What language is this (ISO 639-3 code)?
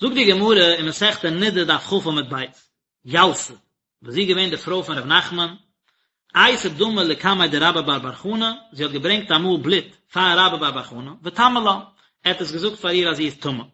yid